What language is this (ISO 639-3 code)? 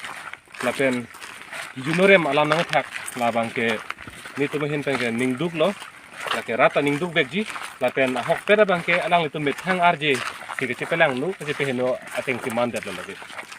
mjw